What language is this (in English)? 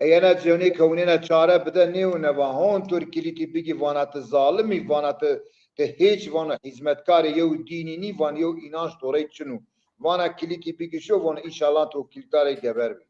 Zaza